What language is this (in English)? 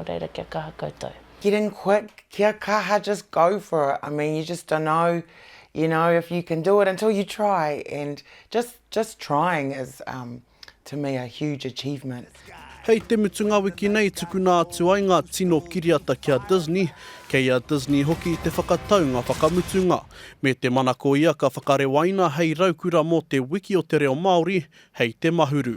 Māori